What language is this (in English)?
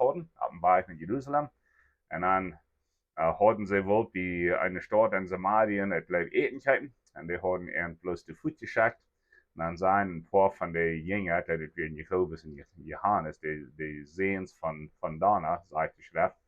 Plautdietsch